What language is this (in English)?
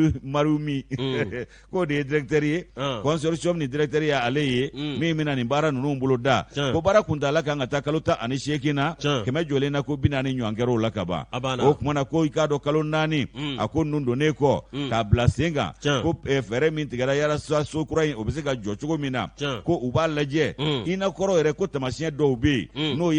Bambara